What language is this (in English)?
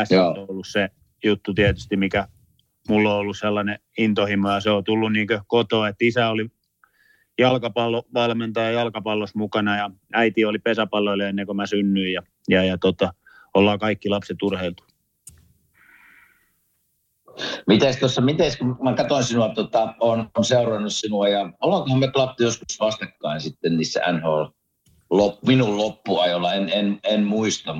Finnish